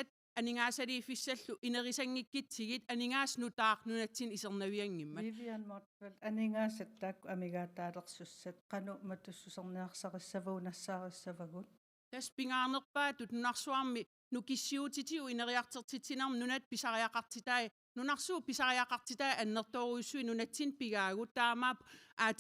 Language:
Kalaallisut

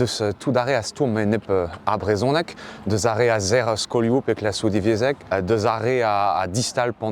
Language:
Breton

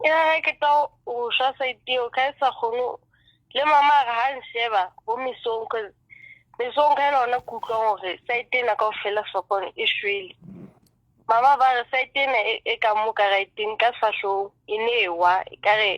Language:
Southern Sotho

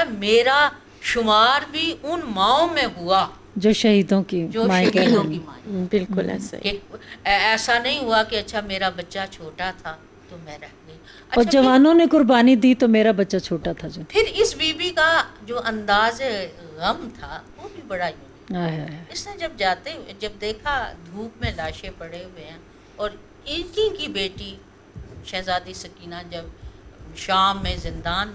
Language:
Urdu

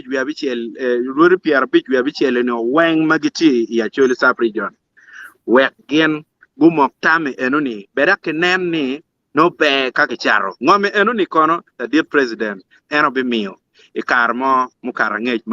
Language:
Acoli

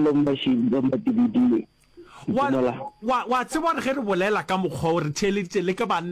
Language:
Northern Sotho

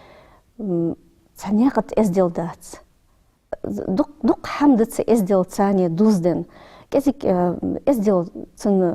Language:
Ingush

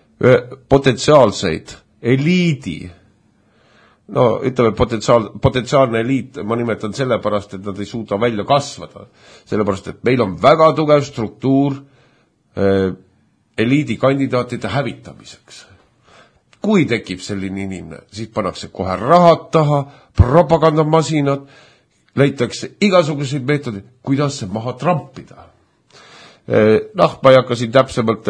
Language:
Estonian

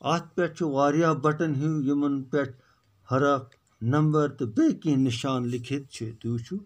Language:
Kashmiri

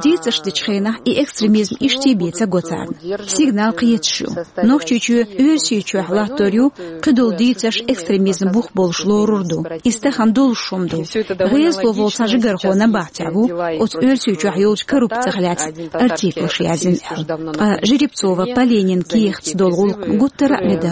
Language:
Chechen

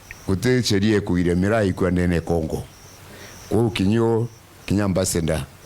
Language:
Meru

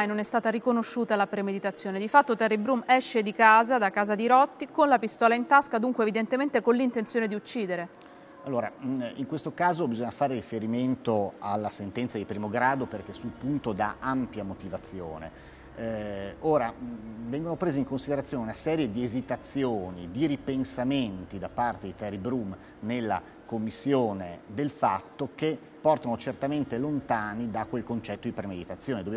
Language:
Italian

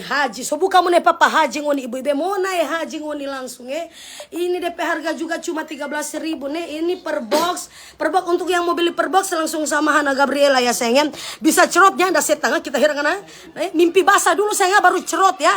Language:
Manado Malay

